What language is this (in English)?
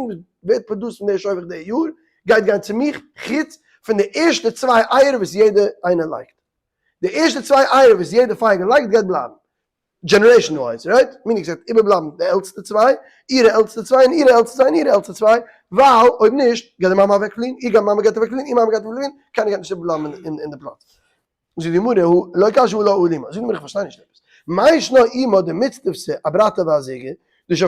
Yiddish